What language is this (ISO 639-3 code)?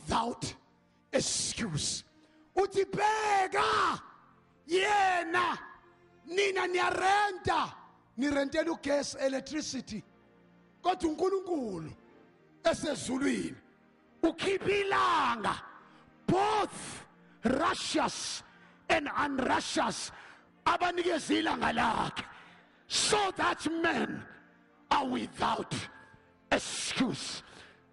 zul